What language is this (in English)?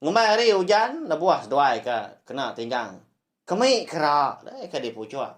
Iban